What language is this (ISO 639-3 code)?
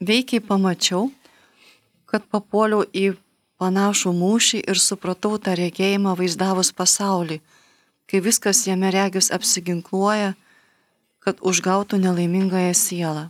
lit